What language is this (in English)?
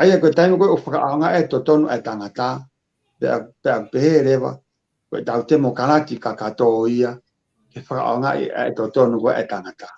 Tongan